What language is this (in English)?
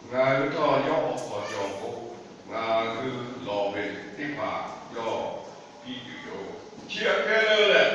Lahu